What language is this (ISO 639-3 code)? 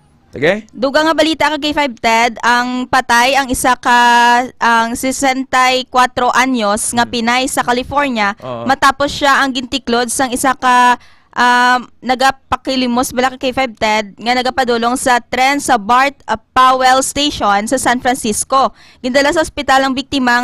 hil